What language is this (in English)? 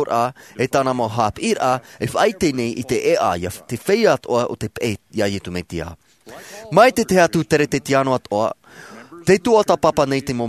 Tahitian